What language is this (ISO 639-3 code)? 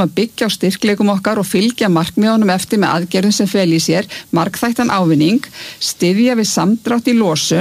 isl